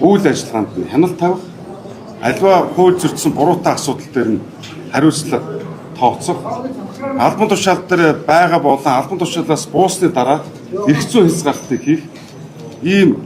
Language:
Mongolian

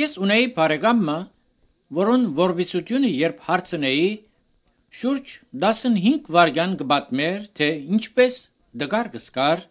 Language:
Armenian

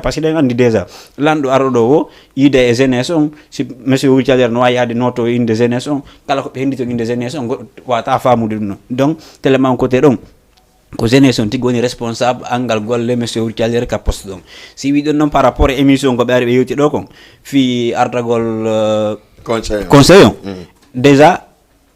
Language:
Fula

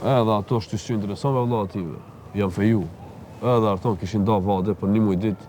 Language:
Albanian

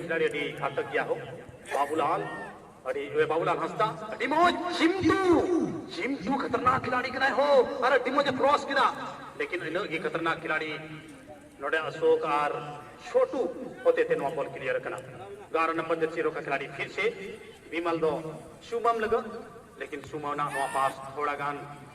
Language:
Santali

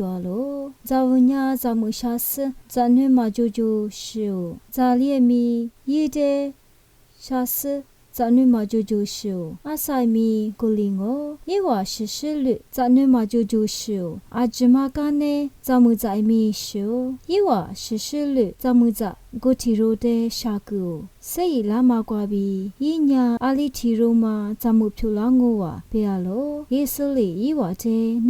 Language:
Lisu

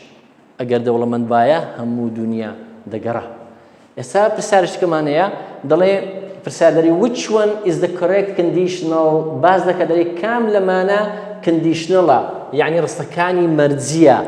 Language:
Central Kurdish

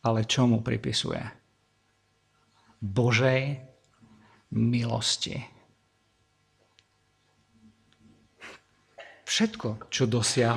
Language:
Slovak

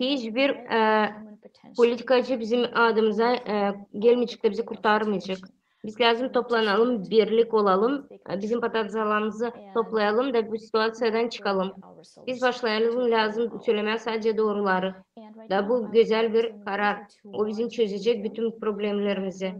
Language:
Gagauz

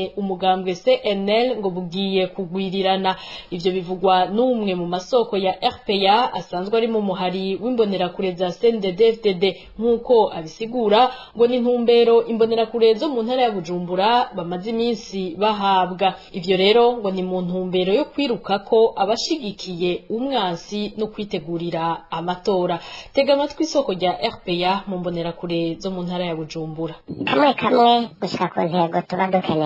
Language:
Rundi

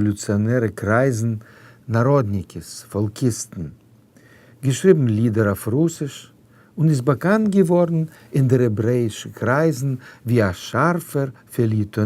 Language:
Yiddish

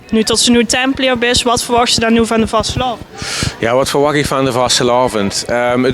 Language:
Limburgish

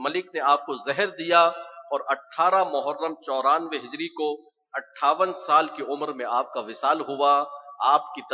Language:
Urdu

